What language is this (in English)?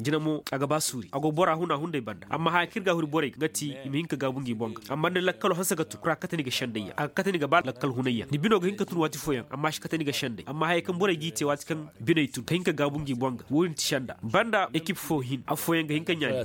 Koyraboro Senni